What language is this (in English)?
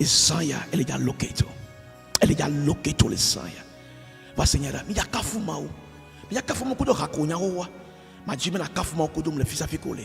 Ewe